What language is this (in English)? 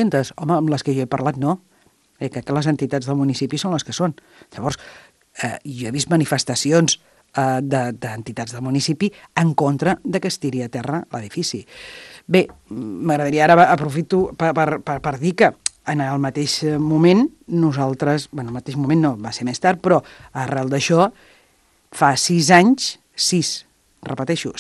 Catalan